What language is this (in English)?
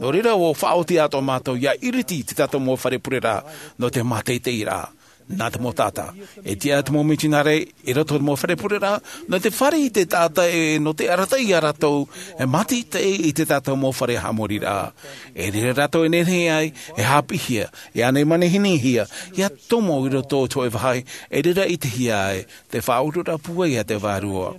Tahitian